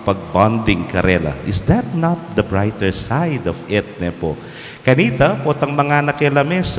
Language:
Pampanga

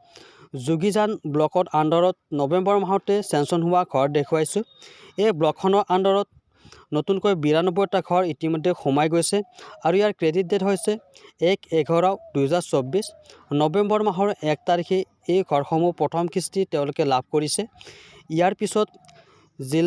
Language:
Assamese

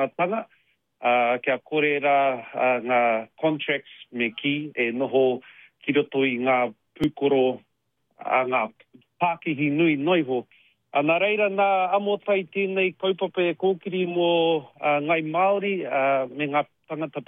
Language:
Māori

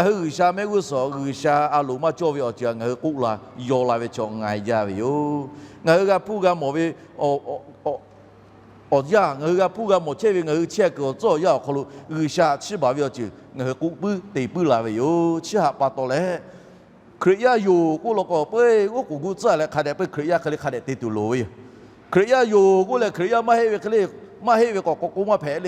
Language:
Lahu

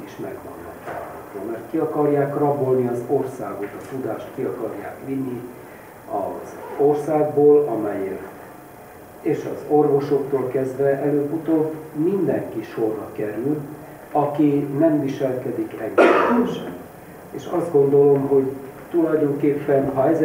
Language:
Hungarian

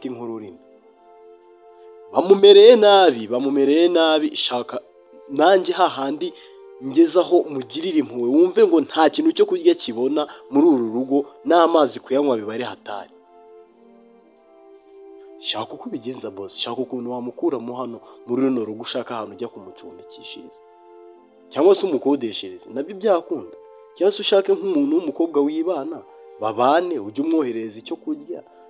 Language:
Kinyarwanda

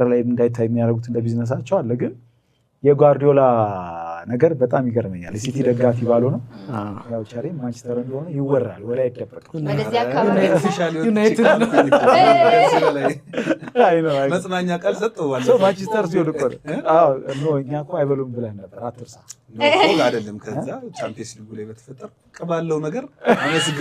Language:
Amharic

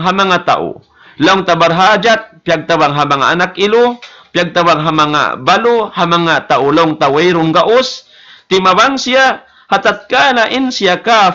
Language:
Tausug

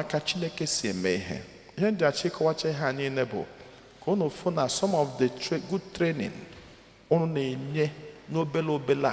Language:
Igbo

